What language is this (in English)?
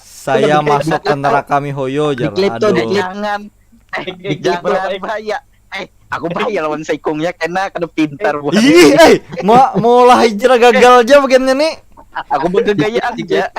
Banjar